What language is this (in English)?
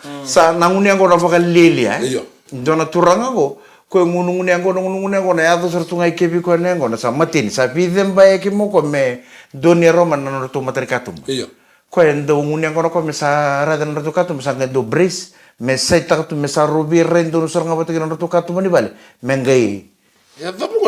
Fijian